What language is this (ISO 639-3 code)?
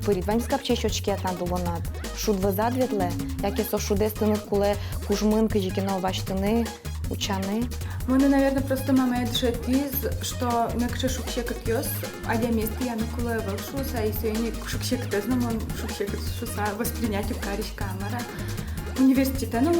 udm